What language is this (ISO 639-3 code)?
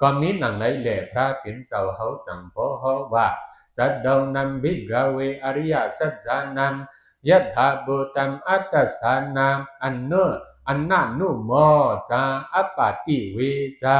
shn